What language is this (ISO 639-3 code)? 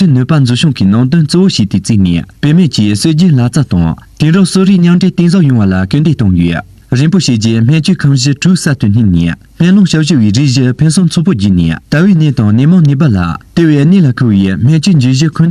bod